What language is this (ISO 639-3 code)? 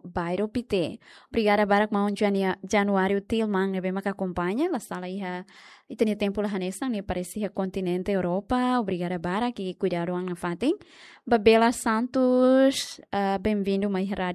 tet